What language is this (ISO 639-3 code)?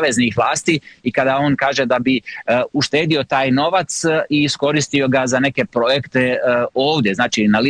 hrv